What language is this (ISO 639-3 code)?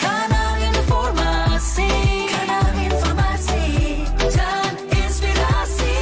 xmm